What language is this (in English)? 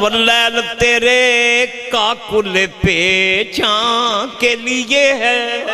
Western Panjabi